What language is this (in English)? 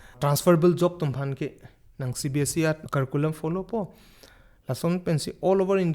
Karbi